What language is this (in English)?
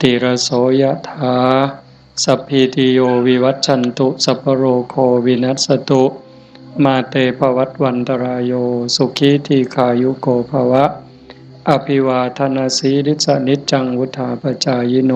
Northeastern Thai